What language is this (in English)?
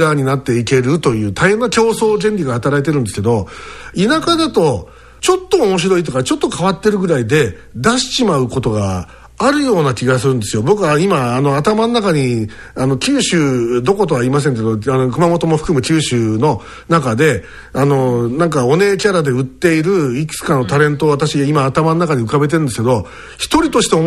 Japanese